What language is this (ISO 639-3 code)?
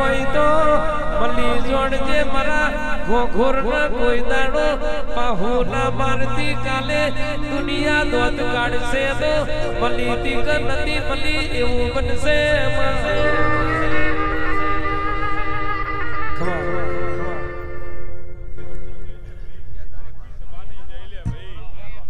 guj